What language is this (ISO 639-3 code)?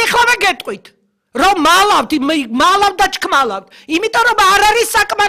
kat